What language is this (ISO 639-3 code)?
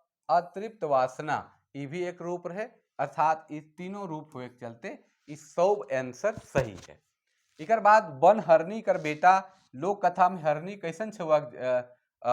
sck